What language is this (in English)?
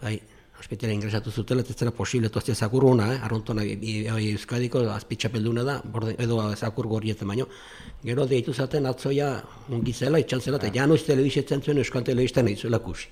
Basque